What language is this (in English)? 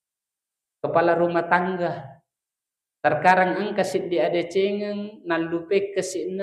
Buginese